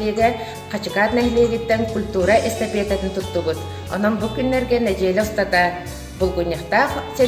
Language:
Yakut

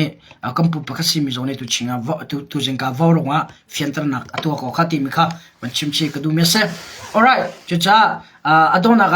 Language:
Hakha Chin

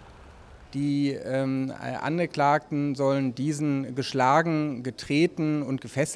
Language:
German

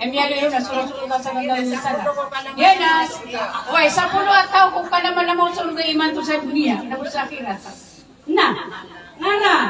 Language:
Maranao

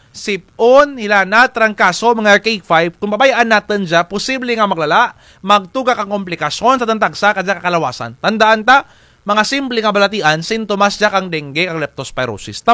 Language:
Kinaray-a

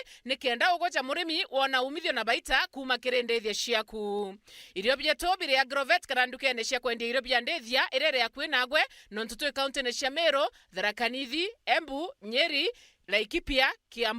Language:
Meru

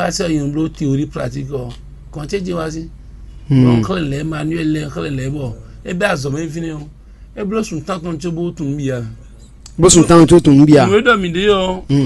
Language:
Fon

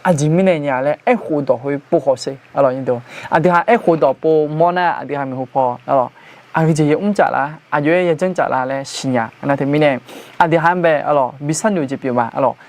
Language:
Akha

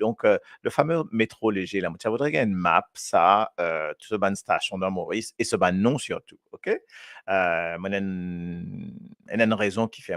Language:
Morisyen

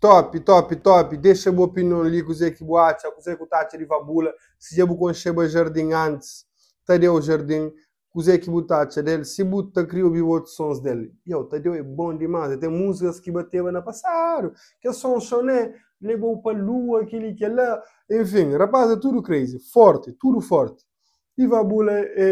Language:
Kabuverdianu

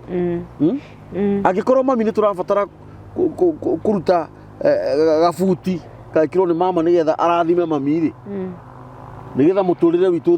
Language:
Kikuyu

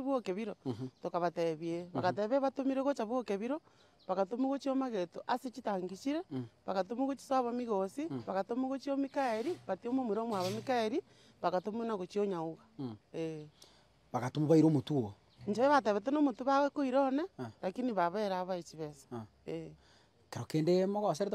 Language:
Gusii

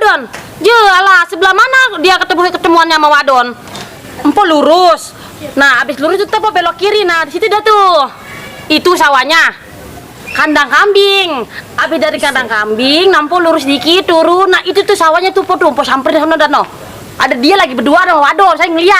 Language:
Betawi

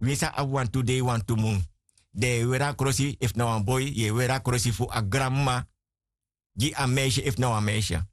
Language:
Sranan Tongo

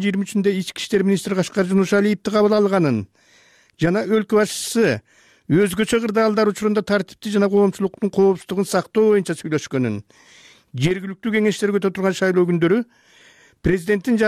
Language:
Kyrgyz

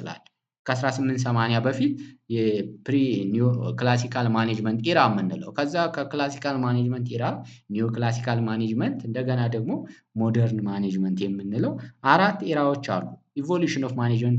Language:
Amharic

